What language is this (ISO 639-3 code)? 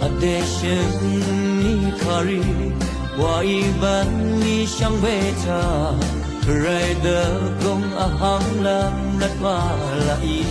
raw